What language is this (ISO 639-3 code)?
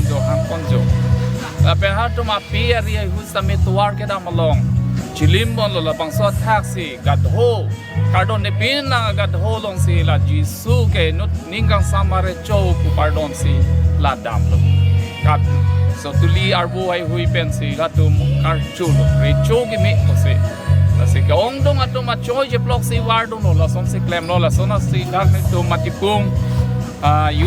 mjw